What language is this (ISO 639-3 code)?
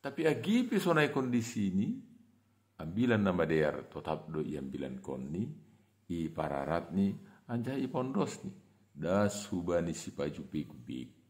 bts